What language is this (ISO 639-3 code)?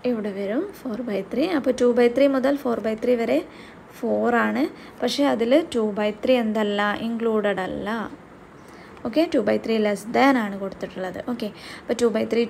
mal